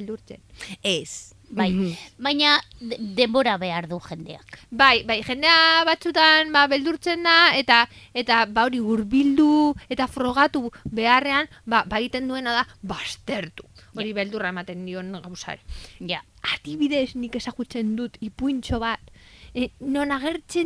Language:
Basque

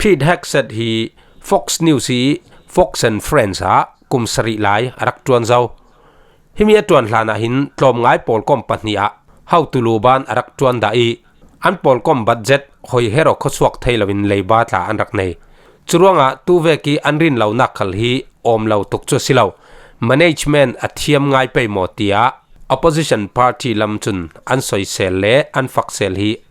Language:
Falam Chin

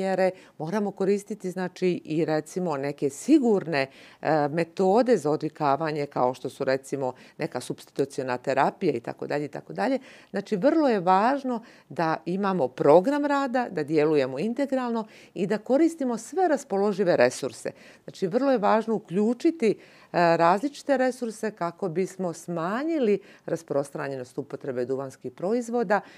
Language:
Bosnian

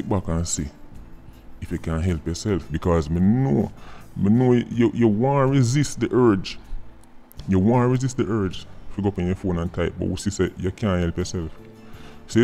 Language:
Jamaican Creole English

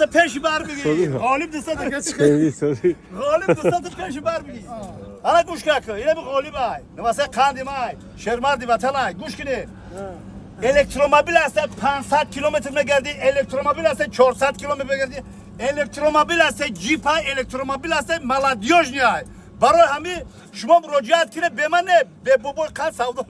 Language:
Tajik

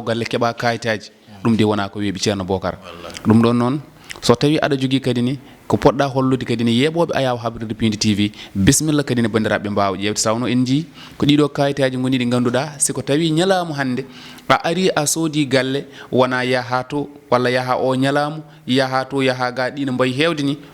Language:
Fula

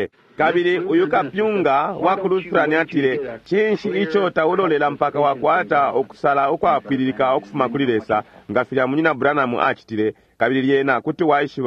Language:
Bemba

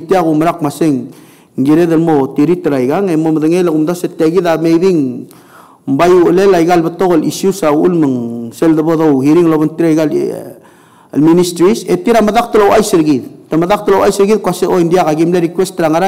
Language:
Palauan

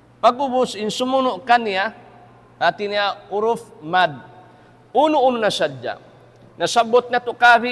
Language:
Tausug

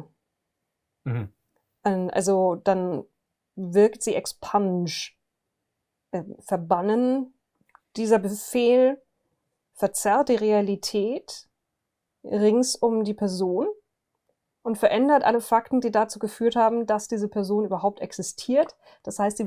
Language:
German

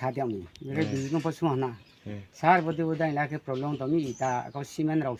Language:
Riang (India)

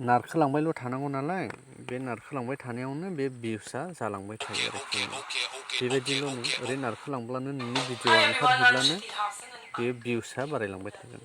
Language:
Bodo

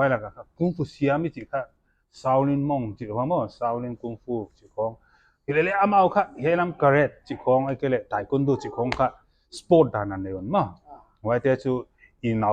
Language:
Paite Chin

